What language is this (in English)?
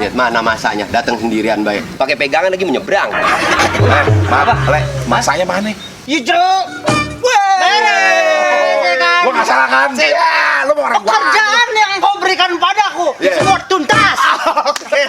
Betawi